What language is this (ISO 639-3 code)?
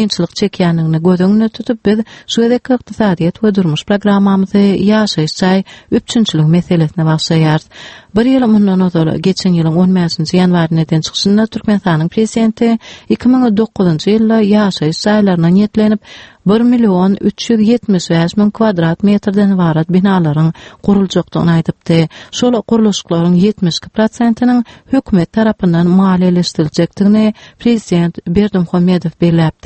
tuk